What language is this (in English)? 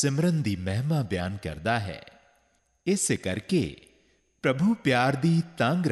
Punjabi